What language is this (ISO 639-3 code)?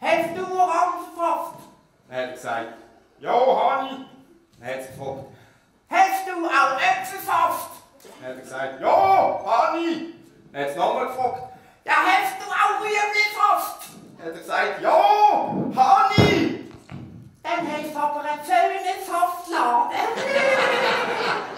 gsw